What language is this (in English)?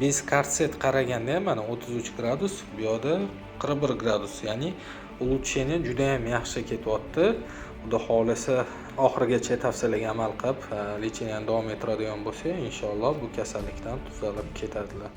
Uzbek